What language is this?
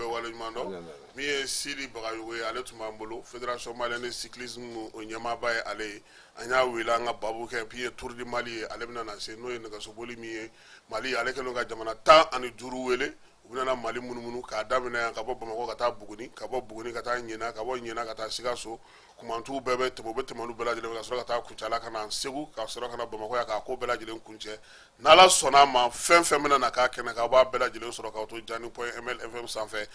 Bambara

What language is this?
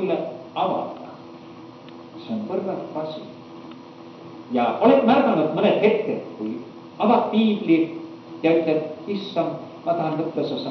Estonian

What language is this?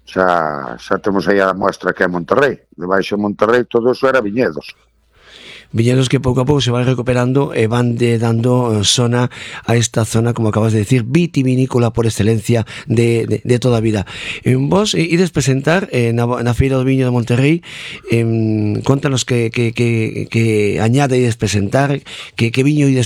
Galician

